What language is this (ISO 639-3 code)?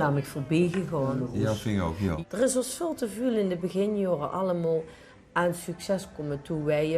lim